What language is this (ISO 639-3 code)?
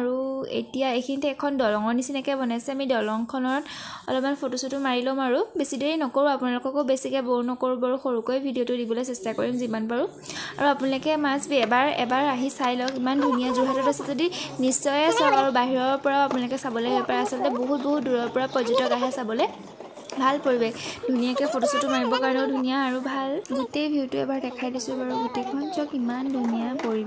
asm